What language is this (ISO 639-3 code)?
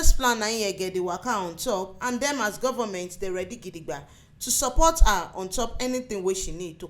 pcm